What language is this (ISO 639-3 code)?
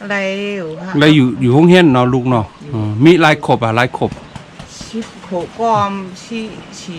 shn